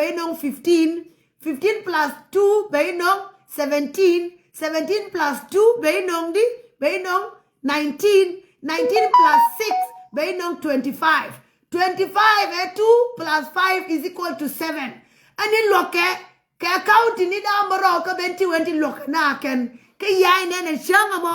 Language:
Nuer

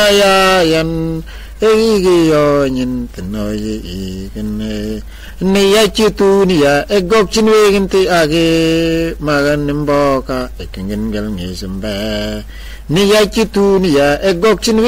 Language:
Mabaan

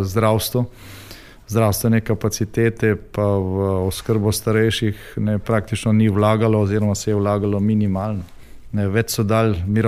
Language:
Slovenian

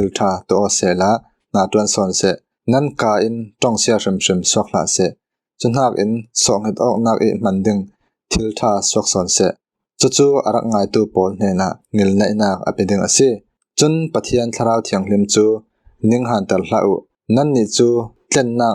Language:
Falam Chin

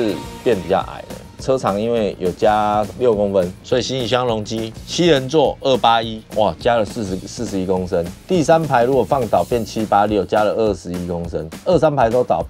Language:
Chinese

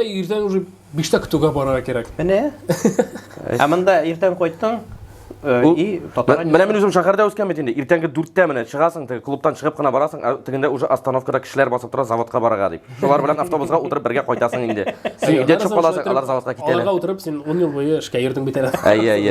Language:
Tatar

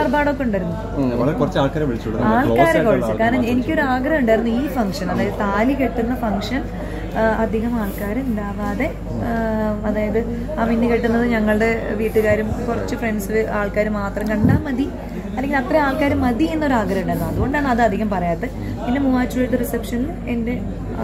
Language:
Malayalam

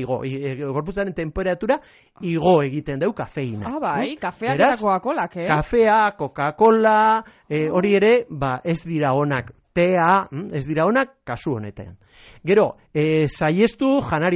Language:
Basque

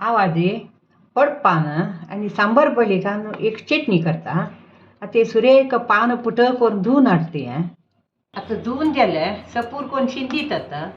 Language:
Konkani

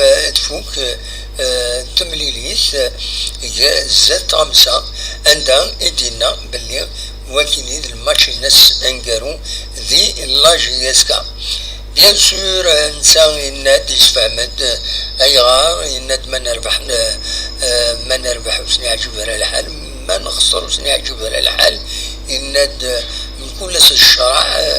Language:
Kabyle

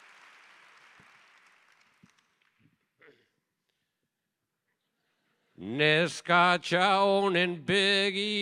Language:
Basque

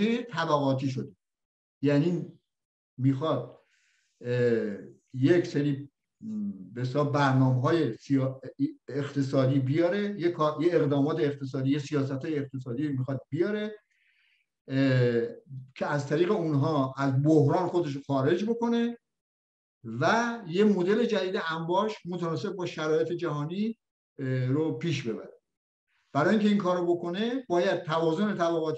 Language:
Persian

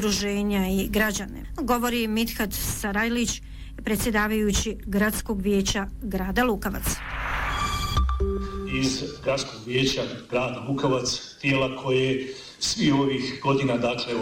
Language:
Bosnian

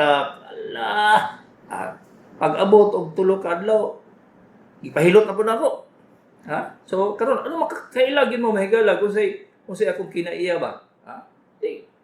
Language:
Cebuano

